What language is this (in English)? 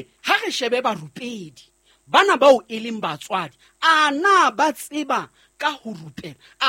Southern Sotho